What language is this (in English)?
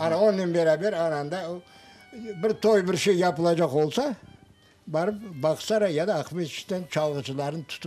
Crimean Tatar